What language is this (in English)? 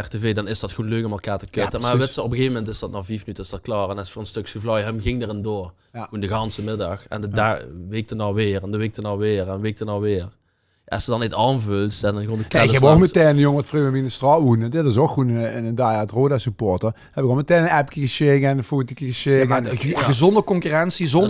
Limburgish